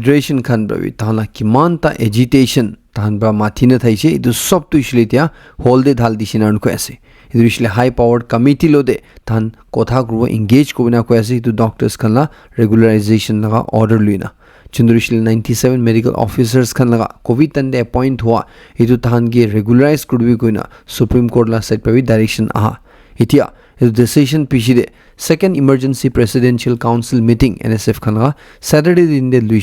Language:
Naga Pidgin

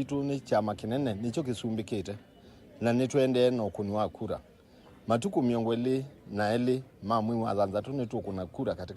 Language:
Kamba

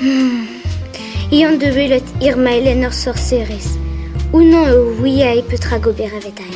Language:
Breton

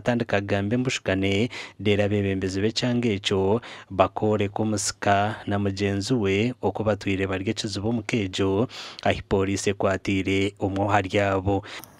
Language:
Nyankole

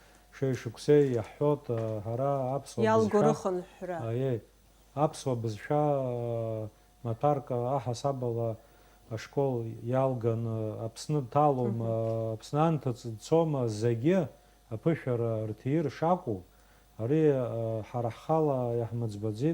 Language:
Abkhazian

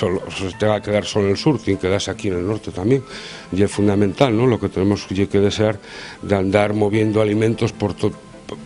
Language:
Asturian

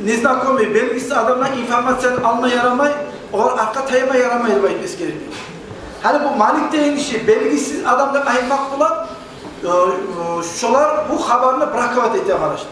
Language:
Kumyk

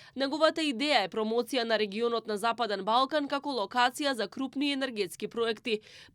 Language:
Macedonian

